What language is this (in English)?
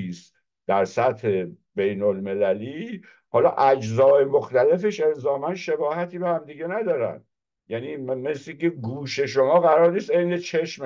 Persian